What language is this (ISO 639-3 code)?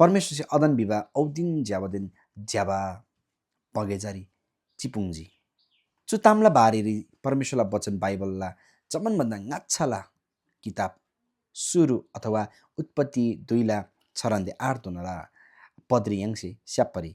taj